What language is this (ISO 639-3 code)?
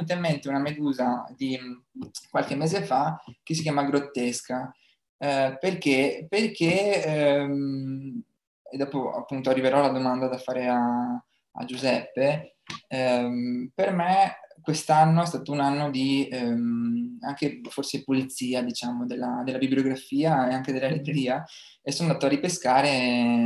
ita